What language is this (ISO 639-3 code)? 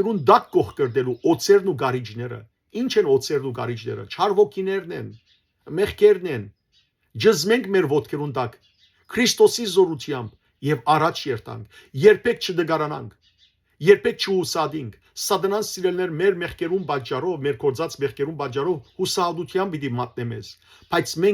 hyw